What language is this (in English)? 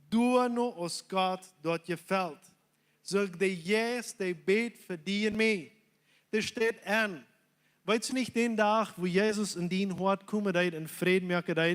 Plautdietsch